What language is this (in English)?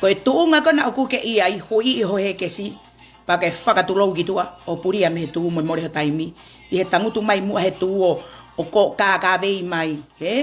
Tongan